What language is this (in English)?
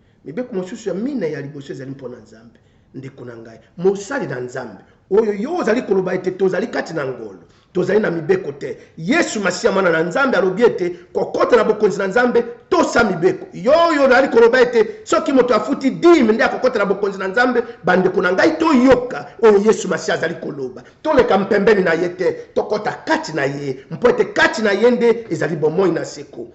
Lingala